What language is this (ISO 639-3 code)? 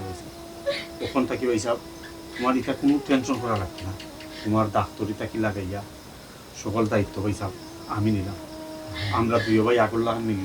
syl